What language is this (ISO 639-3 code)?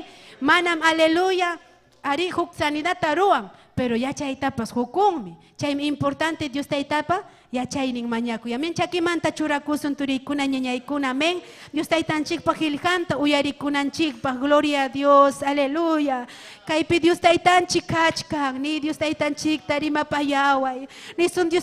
quy